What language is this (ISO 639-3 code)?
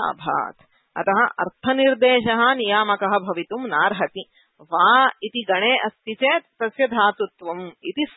san